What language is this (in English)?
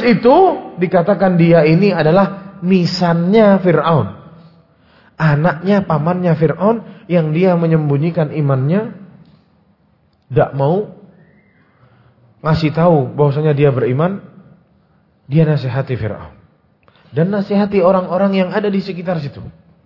Indonesian